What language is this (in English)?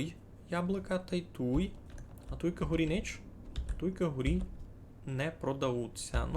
Rusyn